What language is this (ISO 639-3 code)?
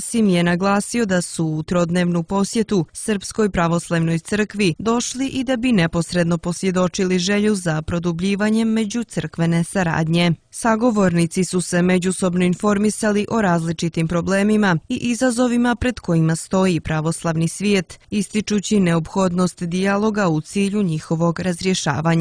hrv